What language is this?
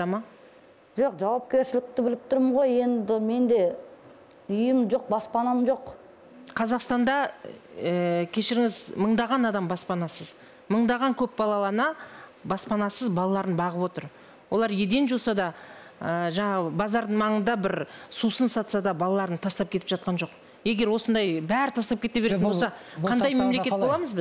Kazakh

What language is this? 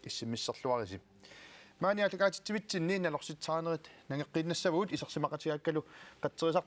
Kalaallisut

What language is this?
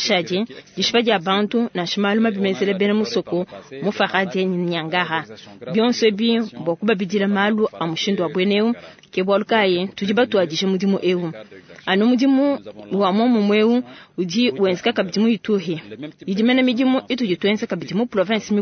Luba-Lulua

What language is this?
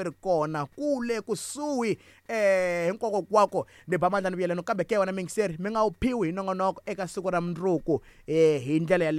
Tsonga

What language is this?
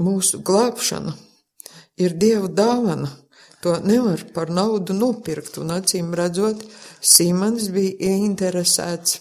Latvian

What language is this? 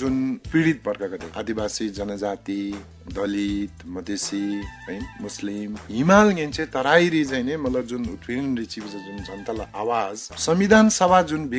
Eastern Tamang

